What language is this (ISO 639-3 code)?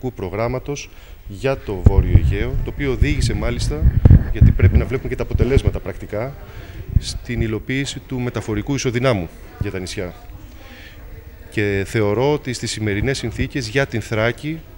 ell